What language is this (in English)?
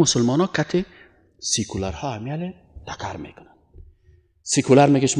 Persian